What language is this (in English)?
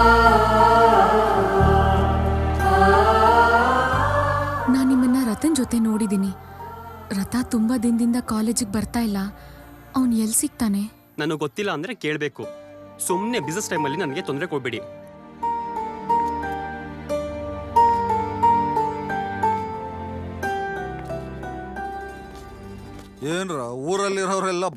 Kannada